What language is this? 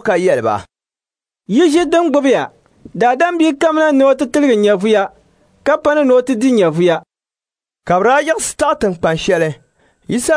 Dagbani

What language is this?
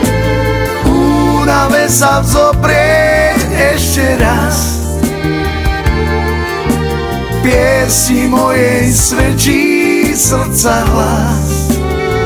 Slovak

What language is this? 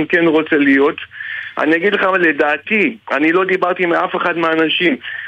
Hebrew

